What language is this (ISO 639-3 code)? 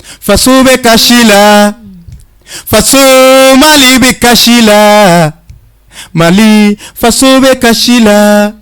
bam